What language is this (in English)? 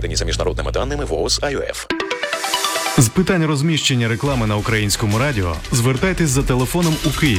Ukrainian